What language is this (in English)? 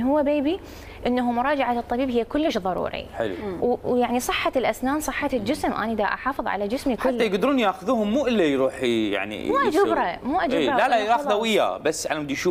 Mesopotamian Arabic